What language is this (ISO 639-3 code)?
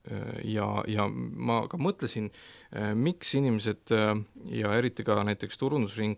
est